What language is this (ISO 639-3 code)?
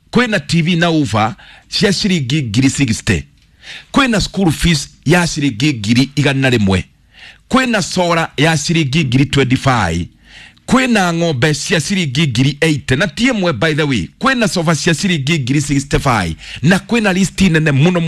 kik